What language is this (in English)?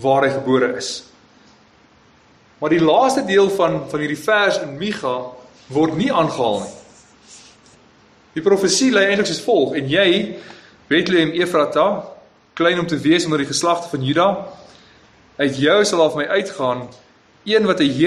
Afrikaans